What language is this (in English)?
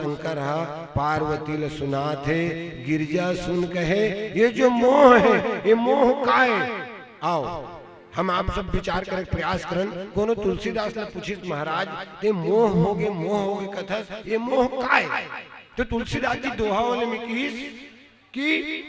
Chhattisgarhi